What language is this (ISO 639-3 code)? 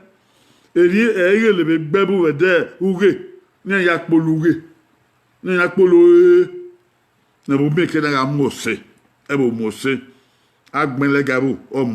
bin